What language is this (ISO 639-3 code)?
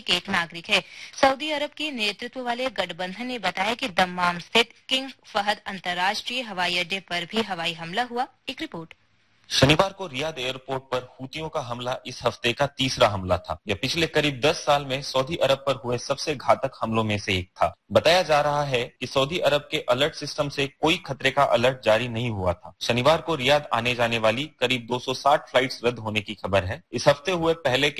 hin